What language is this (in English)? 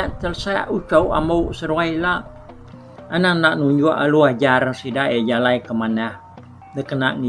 Iban